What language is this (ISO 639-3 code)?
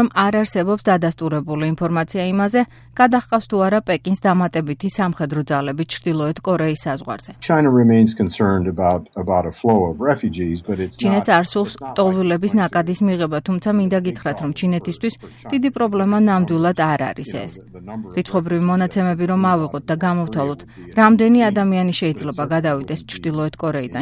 kat